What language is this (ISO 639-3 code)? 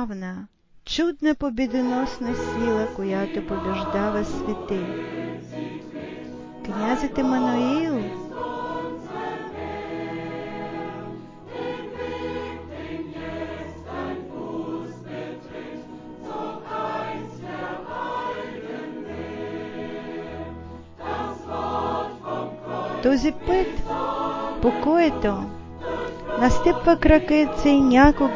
bul